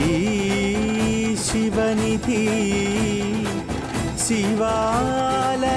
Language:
Telugu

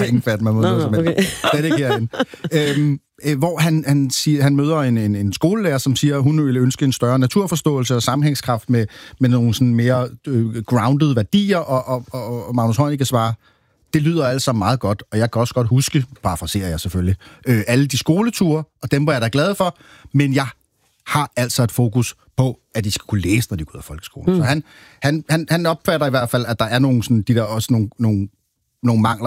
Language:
Danish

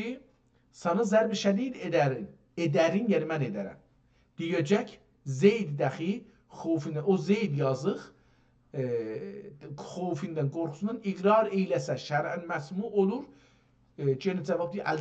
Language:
South Azerbaijani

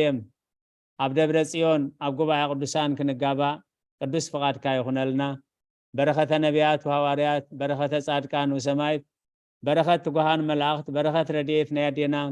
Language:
Tigrinya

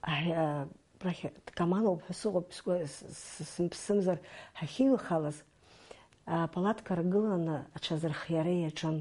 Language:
Abkhazian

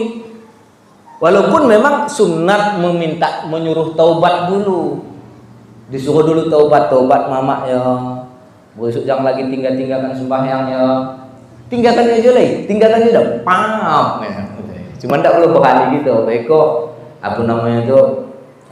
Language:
Minangkabau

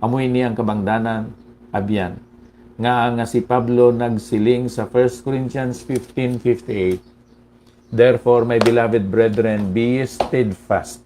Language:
Hiligaynon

